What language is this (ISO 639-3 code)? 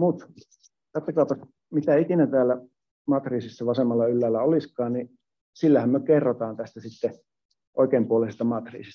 fin